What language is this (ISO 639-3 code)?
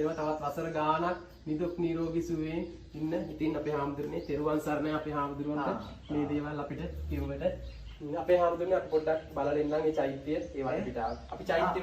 sin